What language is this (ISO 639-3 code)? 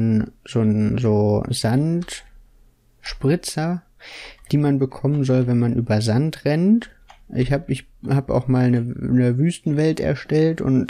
deu